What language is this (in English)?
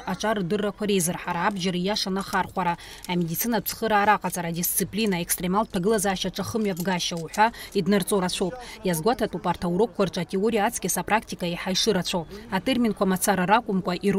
Abkhazian